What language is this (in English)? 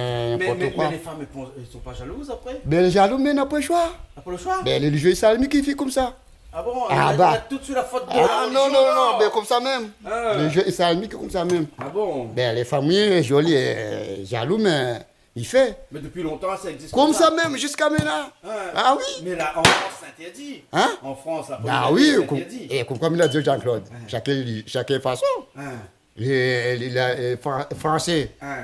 Réunion Creole French